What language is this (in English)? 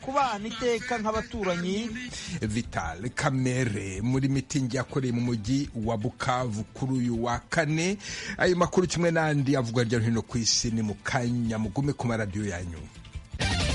Kinyarwanda